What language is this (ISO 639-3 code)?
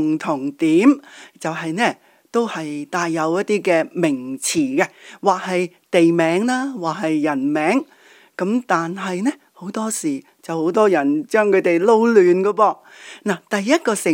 yue